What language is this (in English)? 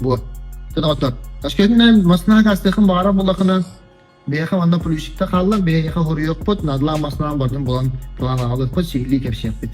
Yakut